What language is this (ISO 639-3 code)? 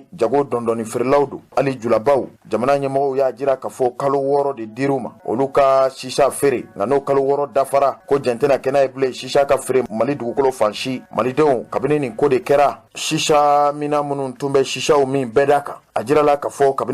bam